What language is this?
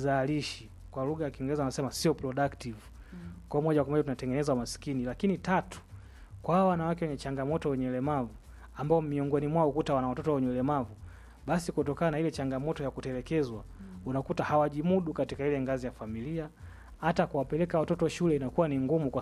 Swahili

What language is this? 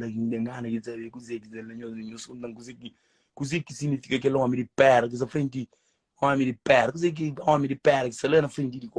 Kabuverdianu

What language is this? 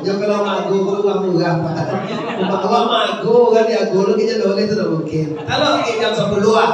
Minangkabau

